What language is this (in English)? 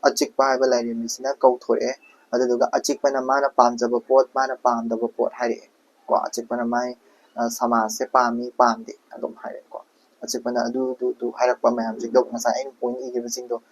Manipuri